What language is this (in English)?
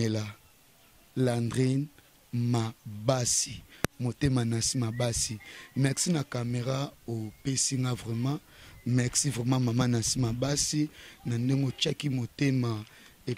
Lingala